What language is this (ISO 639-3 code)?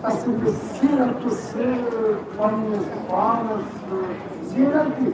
kas